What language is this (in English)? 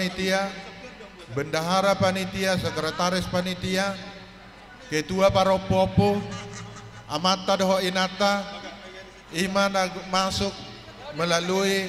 Batak Toba